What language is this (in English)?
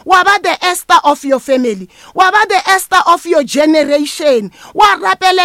Northern Sotho